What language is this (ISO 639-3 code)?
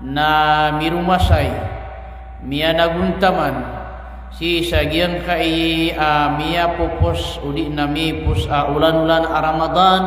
mrw